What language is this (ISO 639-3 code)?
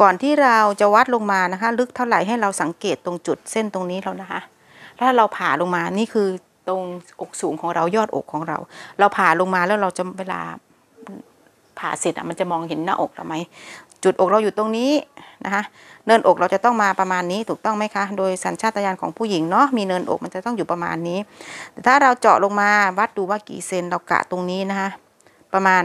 tha